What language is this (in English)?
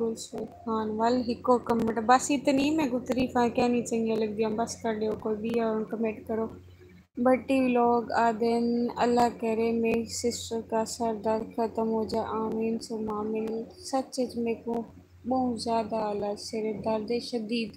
Saraiki